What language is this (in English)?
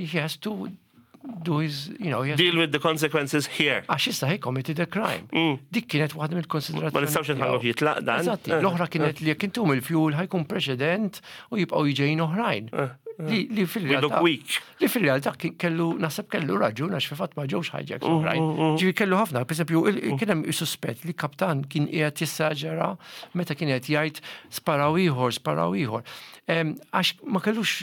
Maltese